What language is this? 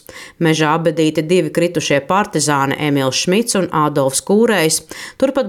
Latvian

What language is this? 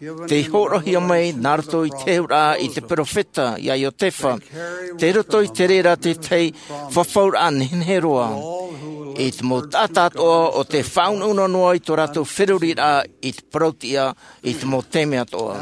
Tahitian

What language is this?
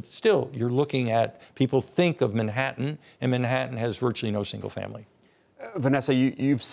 English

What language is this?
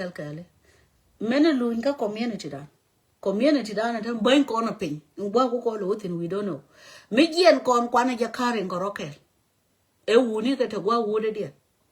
Nuer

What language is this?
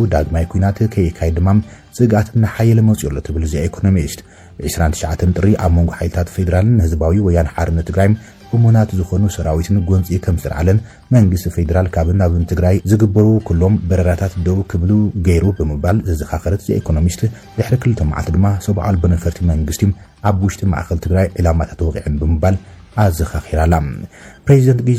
Tigrinya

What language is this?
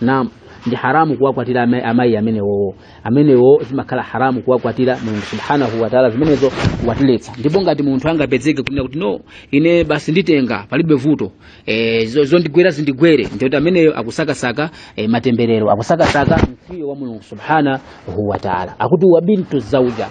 Nyanja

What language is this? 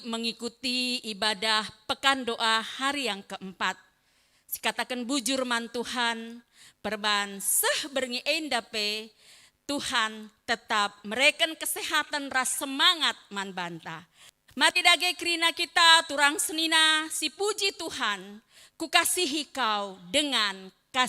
Batak Karo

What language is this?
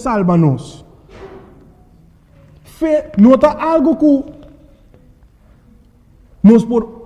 Papiamento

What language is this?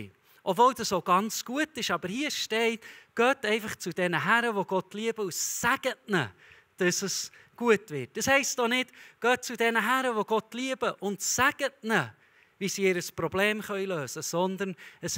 Swiss German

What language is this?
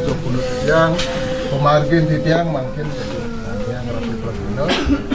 Balinese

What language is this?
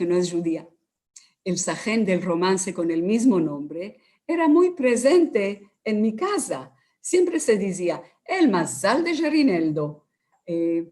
Ladino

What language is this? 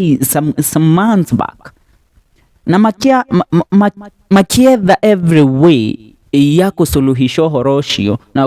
Kikuyu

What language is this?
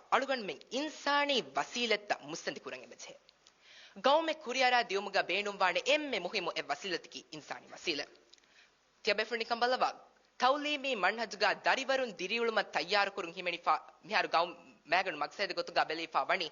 Divehi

